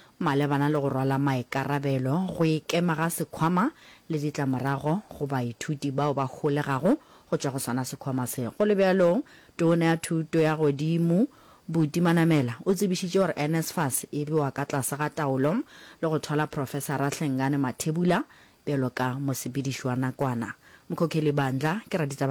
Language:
Northern Sotho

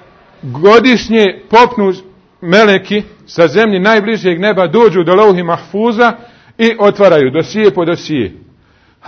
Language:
Bosnian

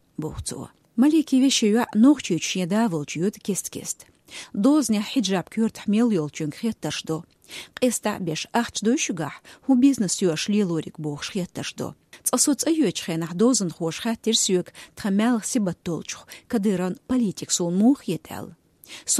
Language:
Chechen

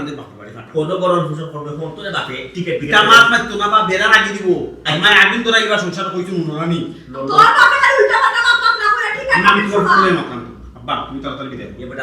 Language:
Sylheti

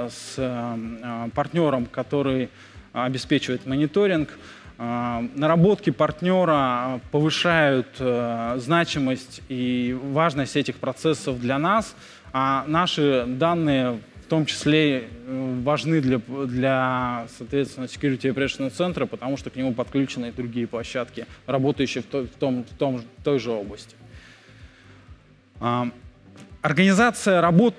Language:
Russian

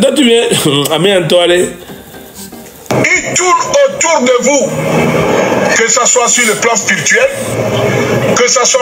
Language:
French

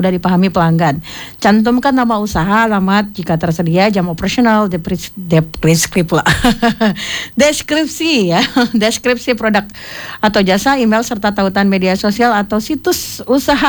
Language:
Indonesian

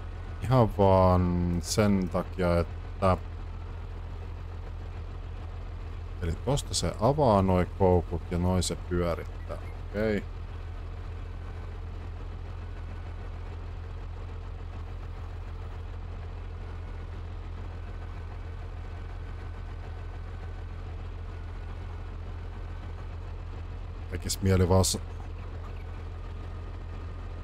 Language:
Finnish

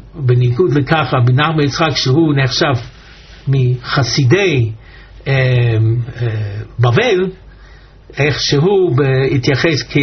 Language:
Hebrew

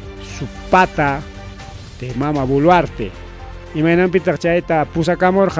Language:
Ayacucho Quechua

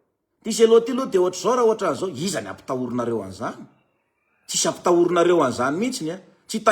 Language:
Malagasy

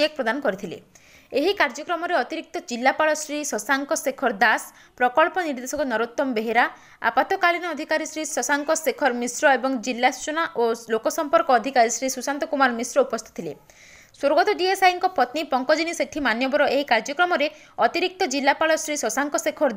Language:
Odia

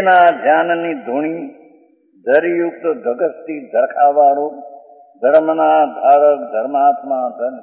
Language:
Gujarati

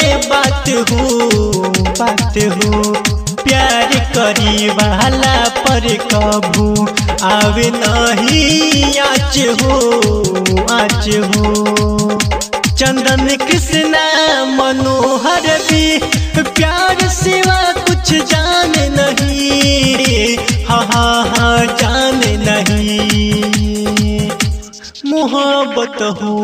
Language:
Bhojpuri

